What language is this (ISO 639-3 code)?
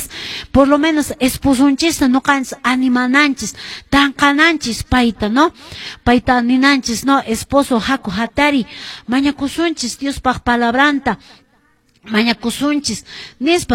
que